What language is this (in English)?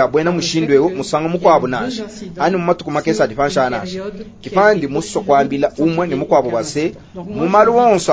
Luba-Lulua